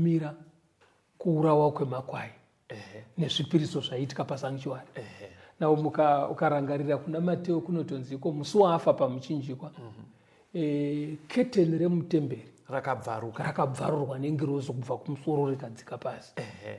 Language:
Shona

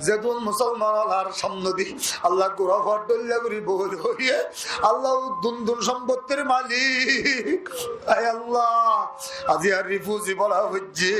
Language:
Rohingya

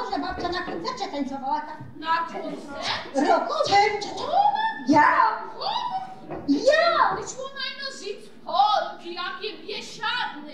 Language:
Silesian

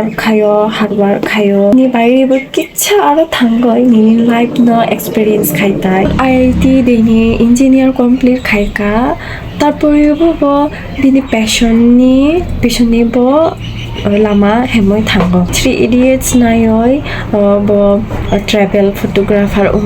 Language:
Kok Borok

